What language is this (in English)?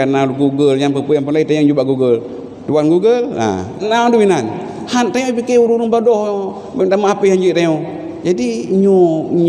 Achinese